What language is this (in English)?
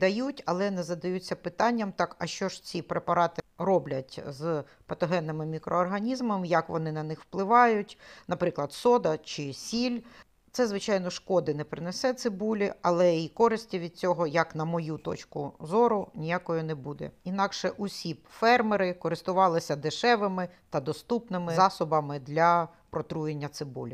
Ukrainian